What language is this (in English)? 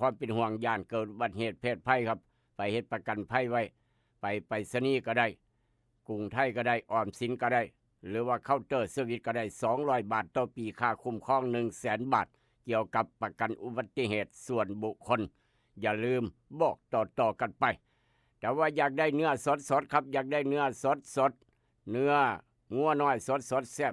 Northeastern Thai